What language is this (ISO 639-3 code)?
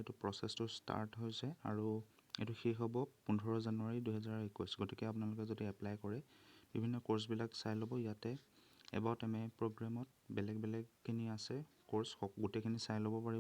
asm